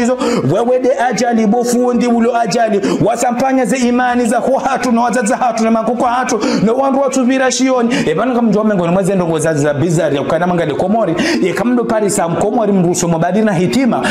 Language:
Ngazidja Comorian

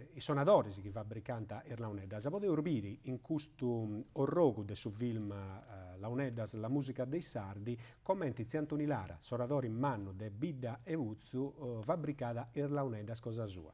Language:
Sardinian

